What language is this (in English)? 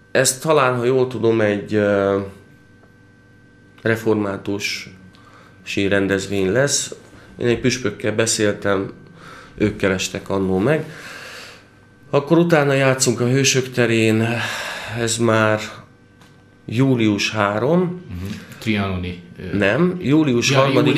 Hungarian